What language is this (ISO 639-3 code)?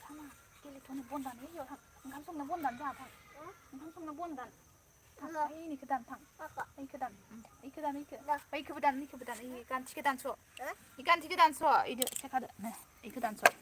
brx